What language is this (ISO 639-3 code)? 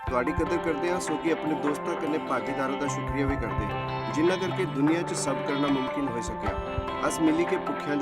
doi